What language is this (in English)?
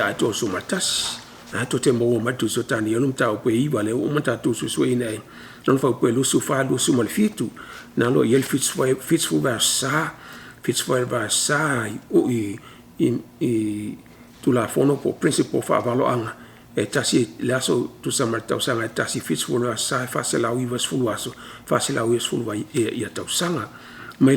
Samoan